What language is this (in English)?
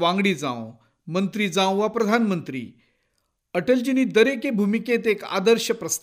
Konkani